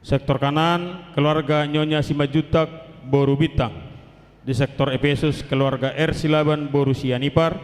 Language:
Batak Toba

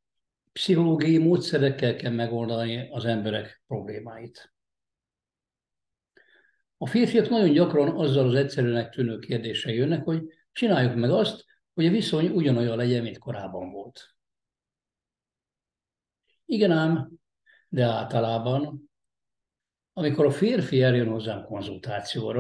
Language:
Hungarian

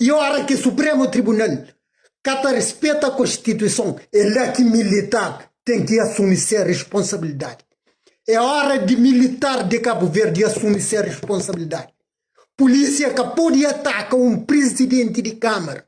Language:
Kabuverdianu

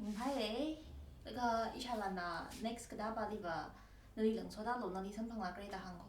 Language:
Tangkhul Naga (India)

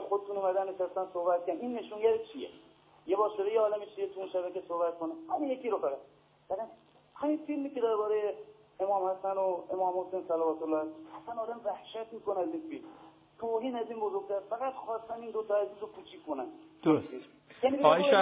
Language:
Persian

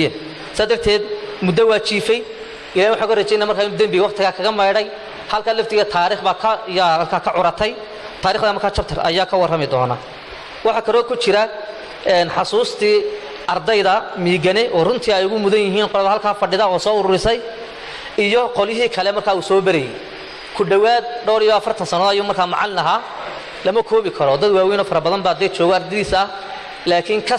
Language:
Somali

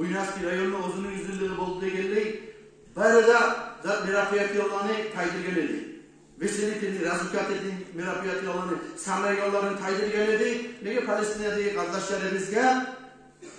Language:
Kumyk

